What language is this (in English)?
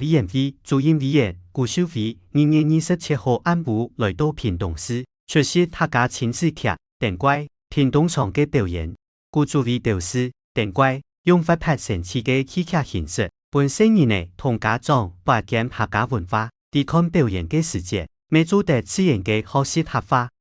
Hakka Chinese